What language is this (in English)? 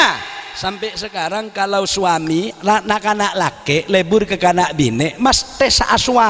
Madurese